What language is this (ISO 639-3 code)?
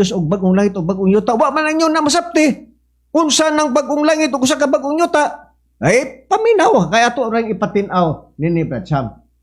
ceb